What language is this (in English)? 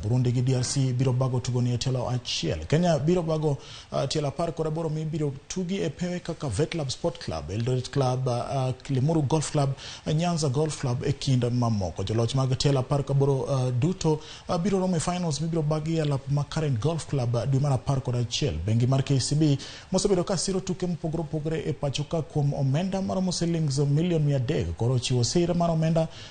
Luo (Kenya and Tanzania)